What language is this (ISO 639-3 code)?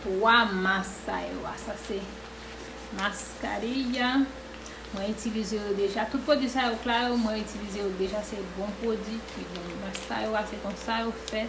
hat